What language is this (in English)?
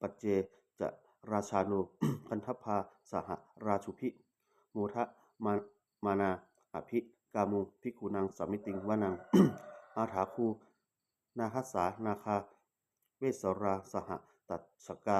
Pali